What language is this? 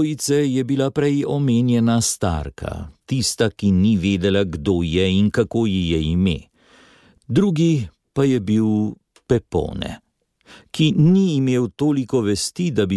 Slovenian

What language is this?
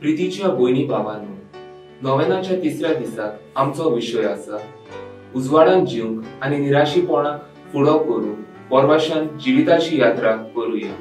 Konkani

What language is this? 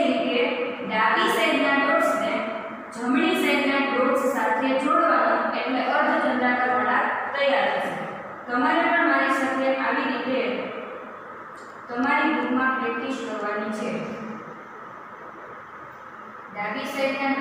Gujarati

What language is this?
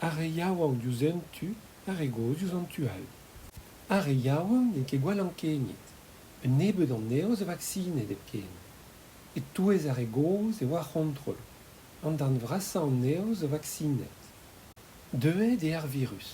Breton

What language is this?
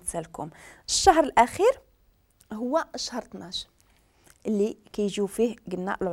Moroccan Arabic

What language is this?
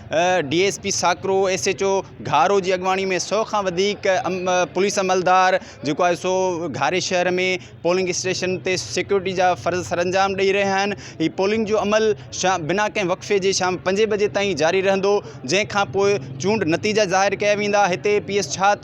Sindhi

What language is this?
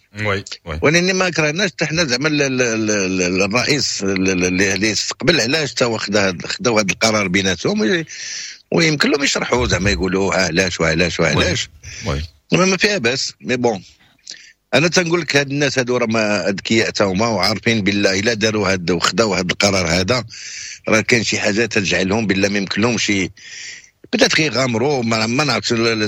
Moroccan Arabic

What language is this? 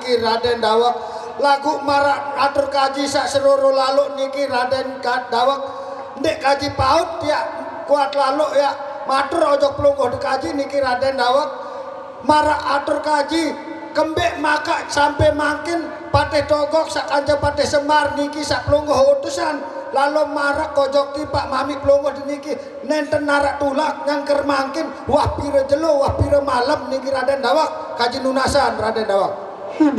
Sasak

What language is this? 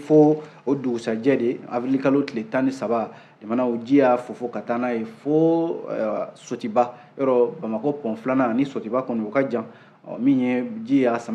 Bambara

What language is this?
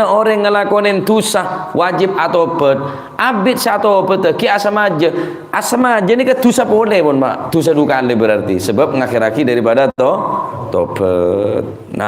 Madurese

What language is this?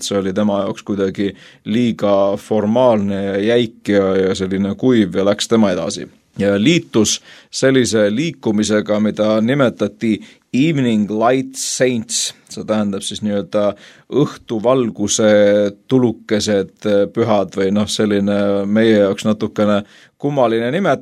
Estonian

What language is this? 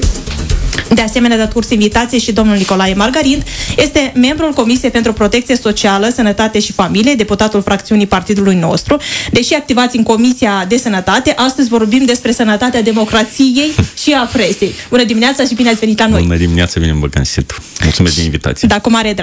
Romanian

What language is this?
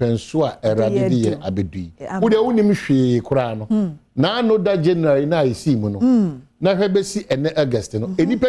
Akan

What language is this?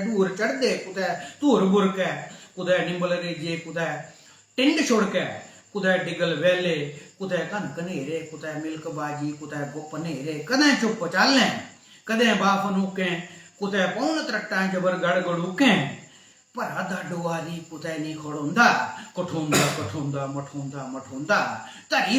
Dogri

